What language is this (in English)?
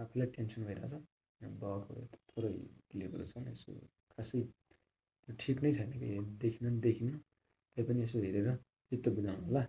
Nepali